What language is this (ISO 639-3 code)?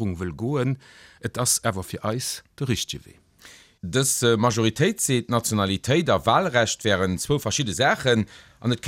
ltz